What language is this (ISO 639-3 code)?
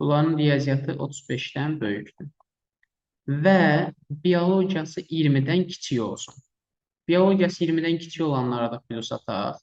aze